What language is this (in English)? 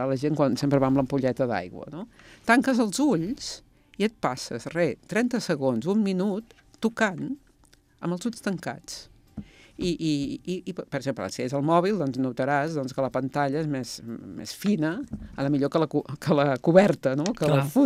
Catalan